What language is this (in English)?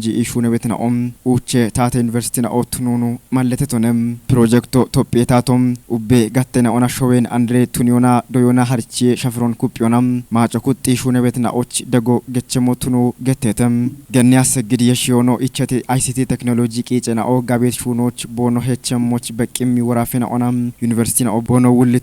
Kafa